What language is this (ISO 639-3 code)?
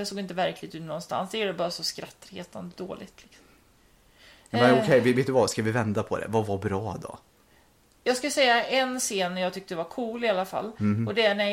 swe